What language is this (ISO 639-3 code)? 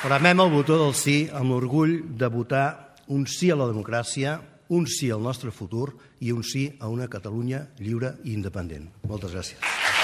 cat